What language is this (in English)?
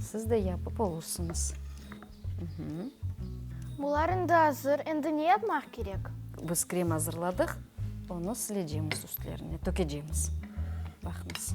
Crimean Tatar